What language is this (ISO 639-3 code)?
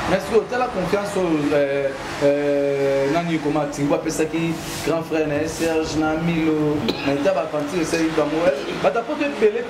lin